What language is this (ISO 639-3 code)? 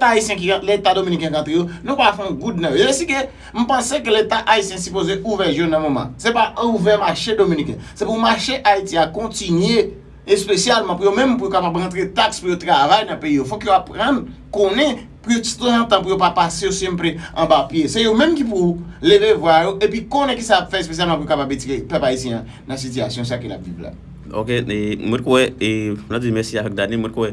hat